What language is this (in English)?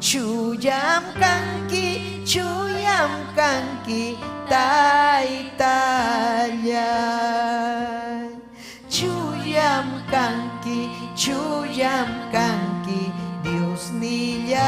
Ayacucho Quechua